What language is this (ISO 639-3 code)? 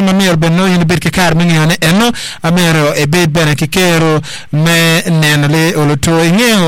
ach